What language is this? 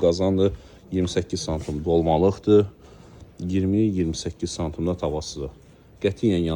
Azerbaijani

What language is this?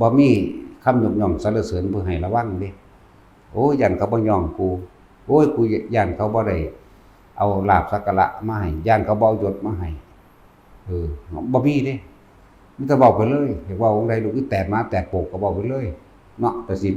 Northeastern Thai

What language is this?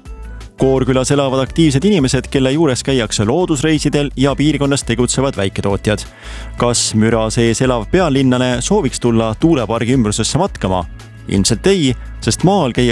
Estonian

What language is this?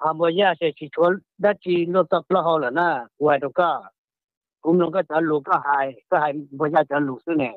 Hmong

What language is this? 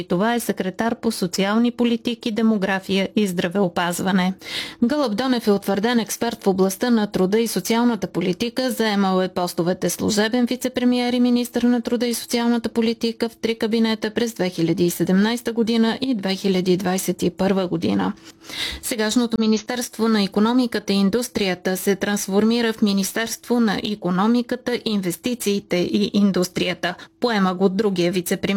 Bulgarian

